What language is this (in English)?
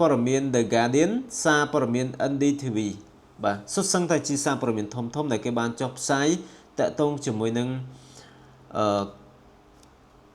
Khmer